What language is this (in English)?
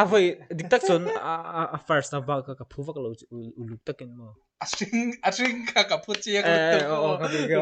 Mizo